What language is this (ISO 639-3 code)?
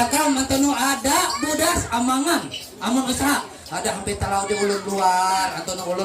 mhy